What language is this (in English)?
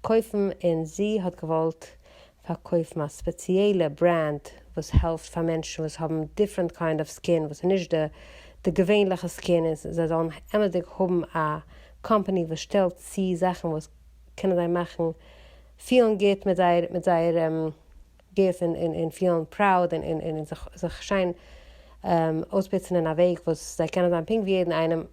Yiddish